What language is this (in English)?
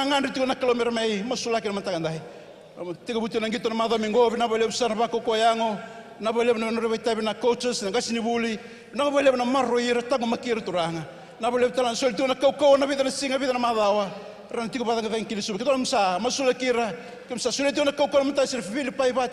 Fijian